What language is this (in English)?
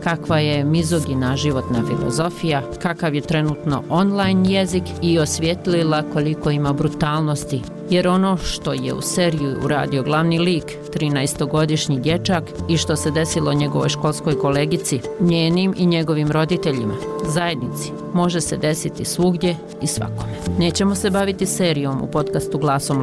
Bosnian